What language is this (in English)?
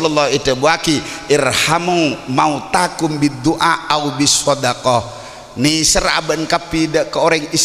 Madurese